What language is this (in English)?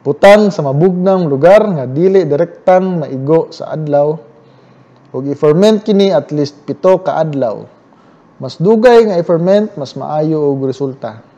Cebuano